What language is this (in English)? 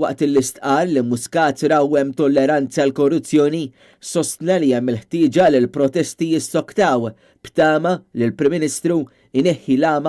Maltese